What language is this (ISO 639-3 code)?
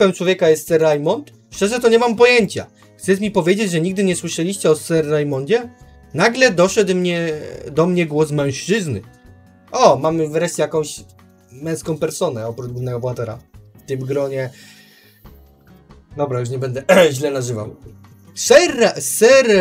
pol